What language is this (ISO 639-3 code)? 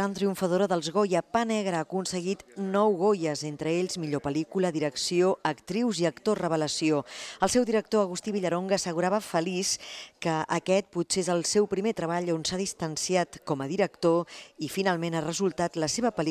cat